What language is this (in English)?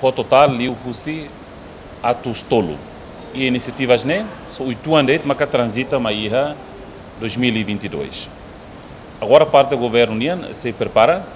Tetum